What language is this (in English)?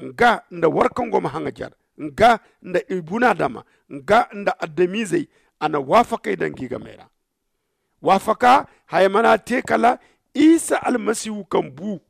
Zarma